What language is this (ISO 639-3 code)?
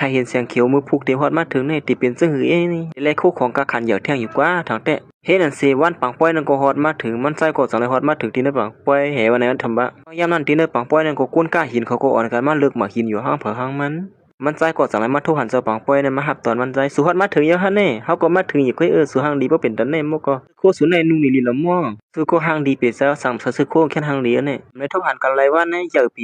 shn